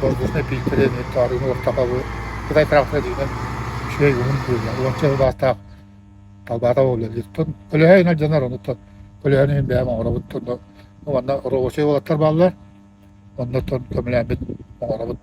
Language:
Yakut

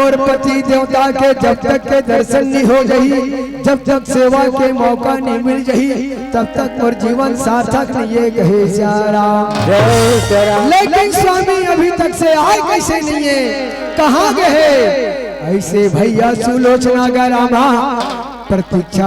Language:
Chhattisgarhi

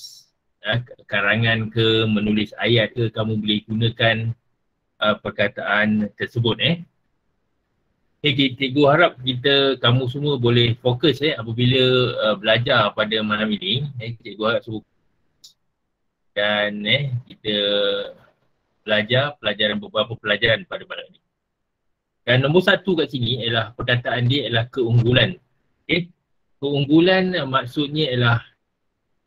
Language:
Malay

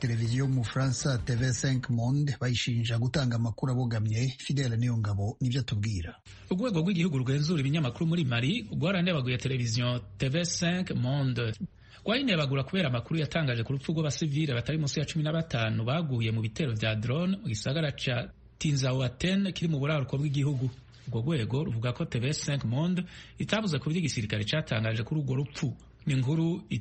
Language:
Kinyarwanda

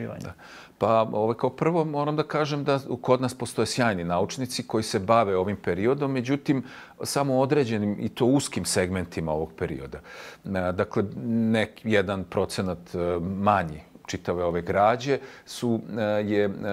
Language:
Serbian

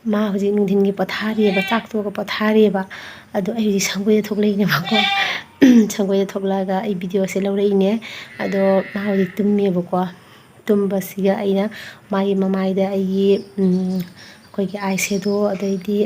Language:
Manipuri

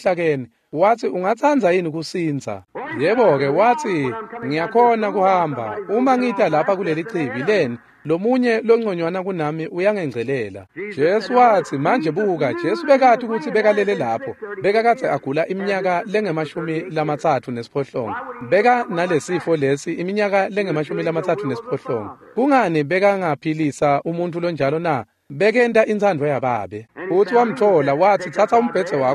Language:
Swati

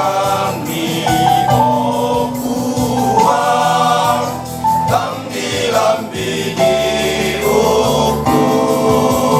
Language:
Toraja-Sa'dan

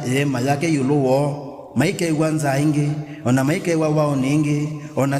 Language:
Kamba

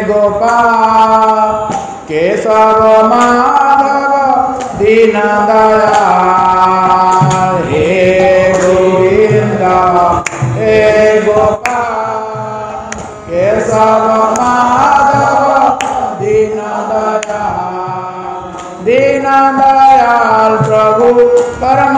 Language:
Odia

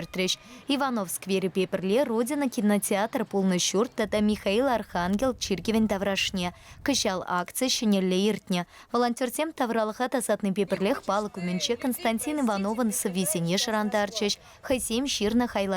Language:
Chuvash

